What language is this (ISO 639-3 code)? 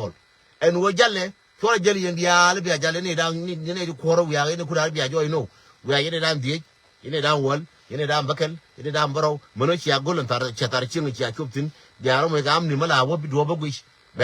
nus